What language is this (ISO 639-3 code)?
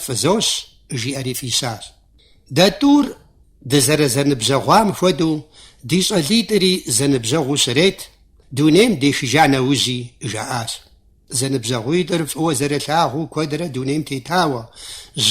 kbd